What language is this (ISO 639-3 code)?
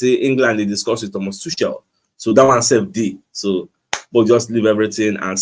pcm